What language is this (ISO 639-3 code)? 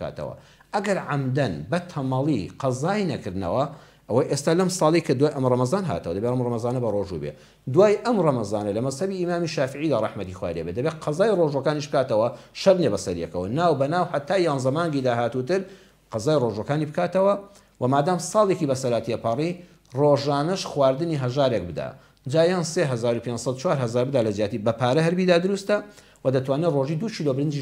ckb